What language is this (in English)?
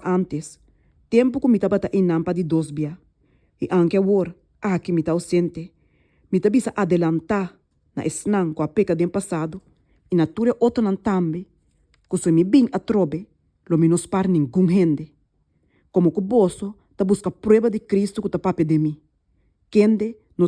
Papiamento